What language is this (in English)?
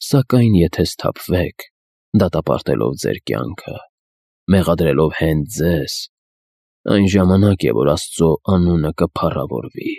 Armenian